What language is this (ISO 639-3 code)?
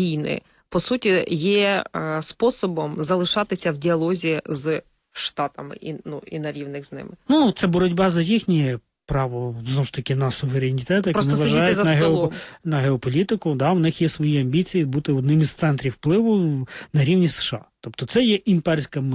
ukr